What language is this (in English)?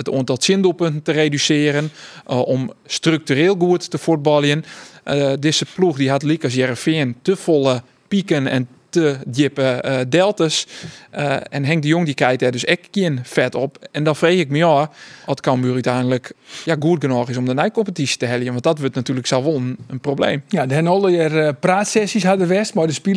Western Frisian